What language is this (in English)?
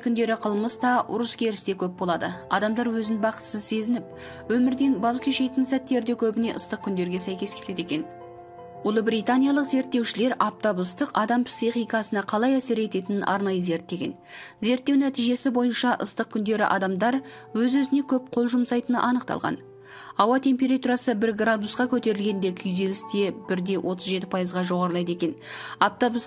Kazakh